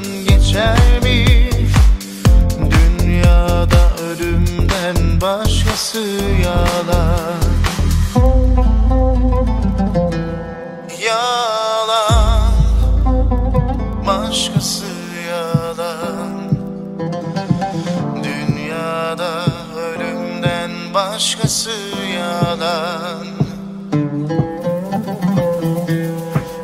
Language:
Turkish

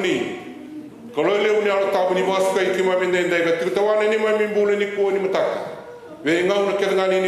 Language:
Fijian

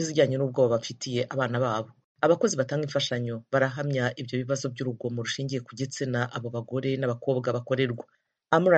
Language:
Kinyarwanda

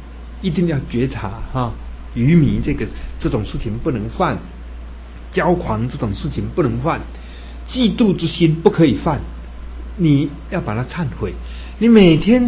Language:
Chinese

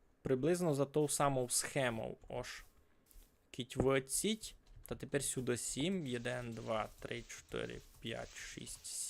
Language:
Rusyn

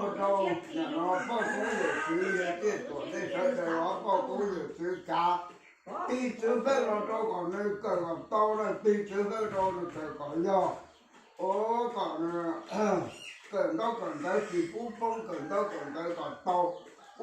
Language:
Hmong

